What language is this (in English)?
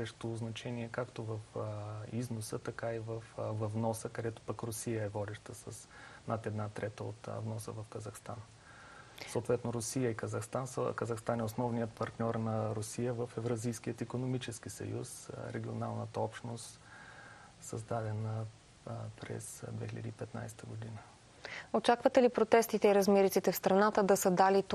Bulgarian